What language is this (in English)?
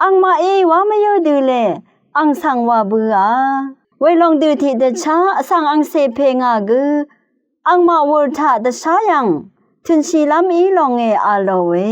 Rawang